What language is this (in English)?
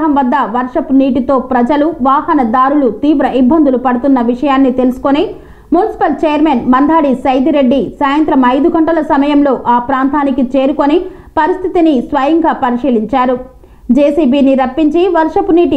Telugu